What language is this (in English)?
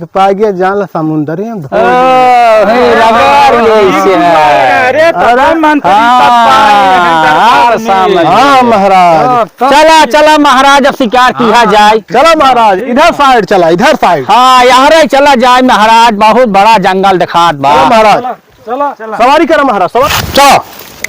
Awadhi